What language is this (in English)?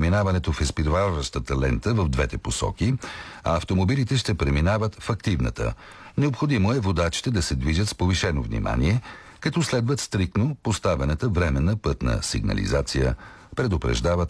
Bulgarian